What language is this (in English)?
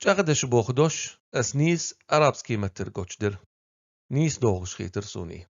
Chechen